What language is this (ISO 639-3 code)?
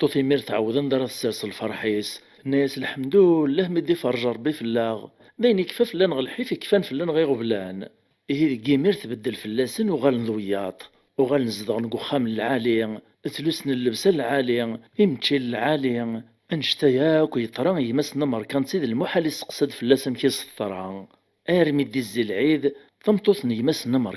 kab